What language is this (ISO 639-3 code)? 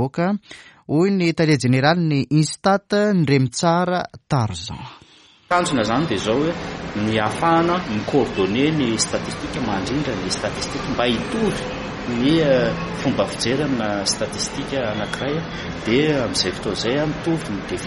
mlg